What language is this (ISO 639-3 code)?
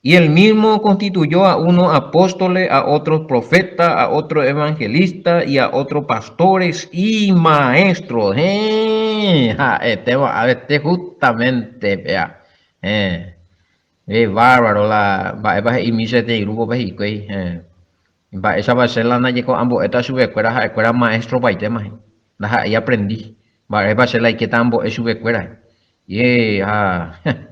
grn